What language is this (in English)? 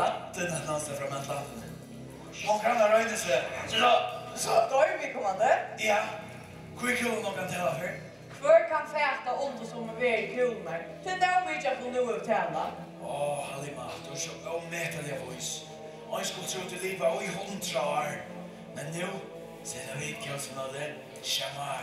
Faroese